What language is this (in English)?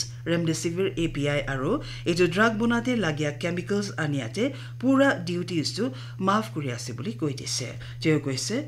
Naga Pidgin